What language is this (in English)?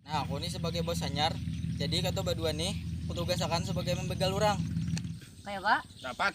Banjar